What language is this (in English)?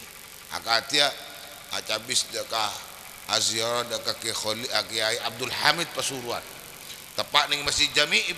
Madurese